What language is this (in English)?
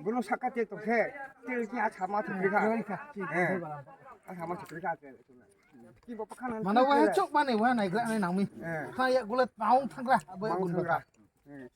Kok Borok